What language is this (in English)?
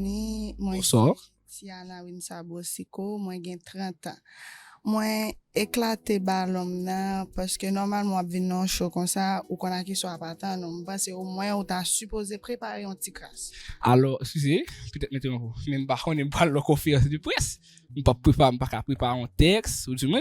Haitian Creole